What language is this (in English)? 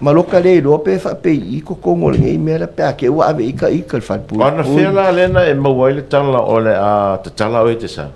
Samoan